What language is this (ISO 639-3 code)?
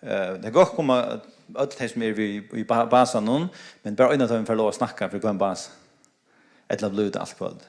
fao